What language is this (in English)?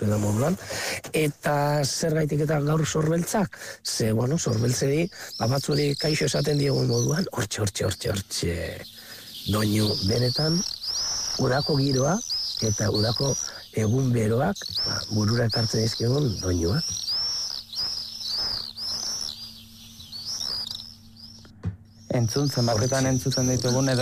Basque